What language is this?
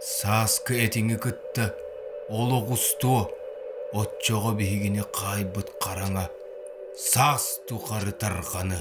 Yakut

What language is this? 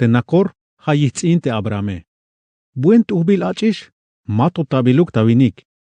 Tzeltal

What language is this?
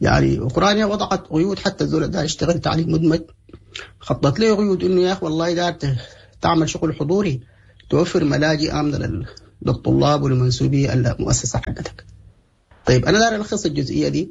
Sudanese Arabic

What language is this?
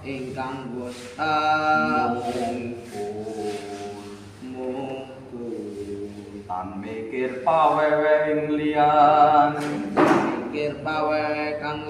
Javanese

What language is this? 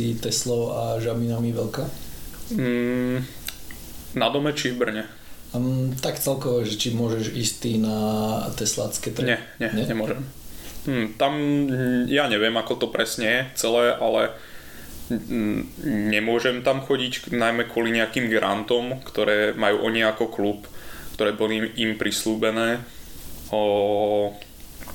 Slovak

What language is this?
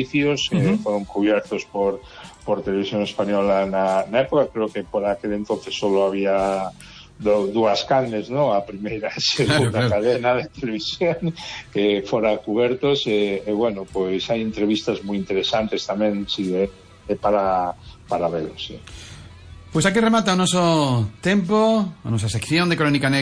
Galician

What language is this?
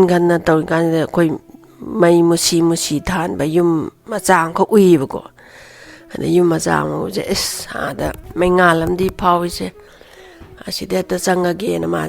Manipuri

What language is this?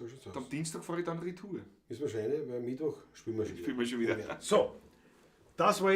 Bavarian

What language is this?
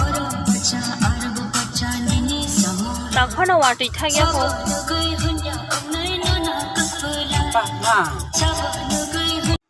Kok Borok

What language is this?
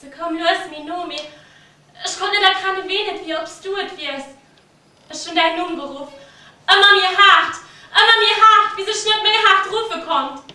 Luxembourgish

